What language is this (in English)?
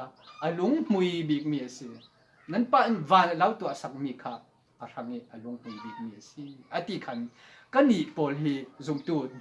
Falam Chin